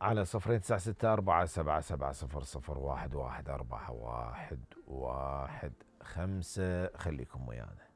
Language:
Mesopotamian Arabic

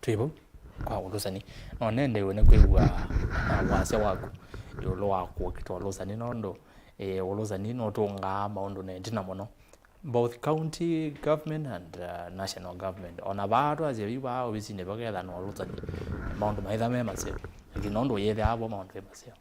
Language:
Kamba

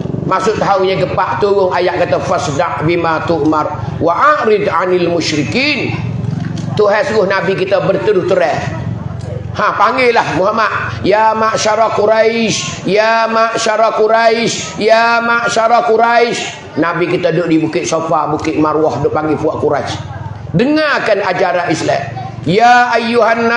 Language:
Pattani Malay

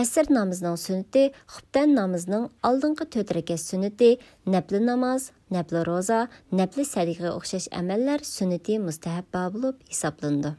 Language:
Uyghur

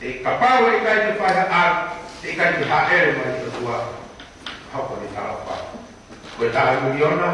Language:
Tongan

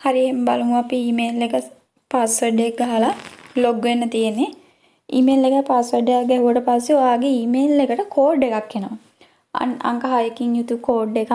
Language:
Sinhala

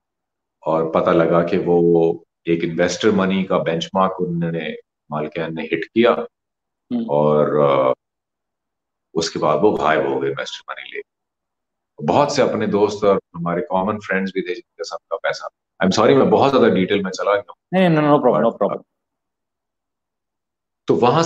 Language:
Urdu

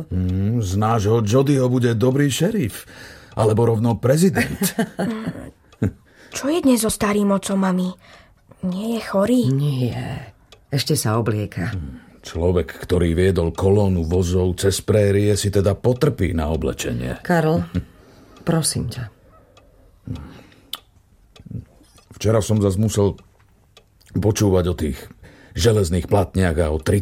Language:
Slovak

